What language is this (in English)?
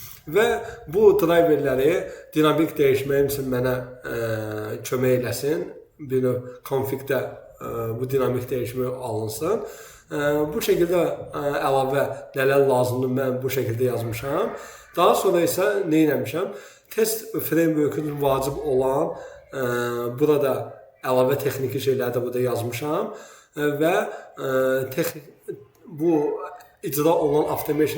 Azerbaijani